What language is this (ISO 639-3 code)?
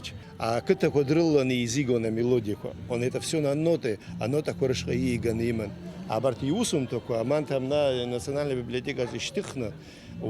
abk